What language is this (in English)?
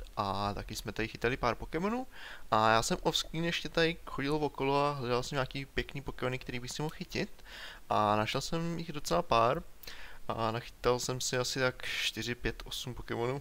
Czech